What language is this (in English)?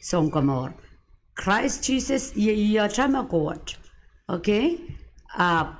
Pohnpeian